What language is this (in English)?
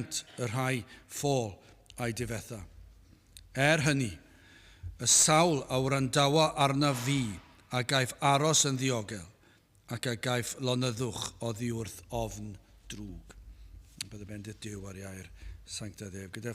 Welsh